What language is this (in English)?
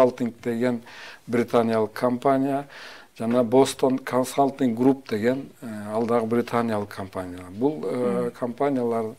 Kyrgyz